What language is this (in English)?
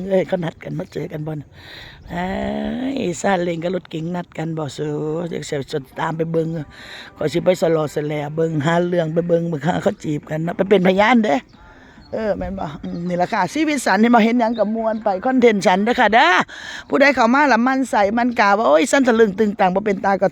Northeastern Thai